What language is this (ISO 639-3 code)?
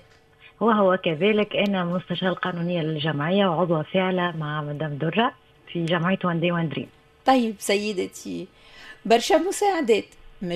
aeb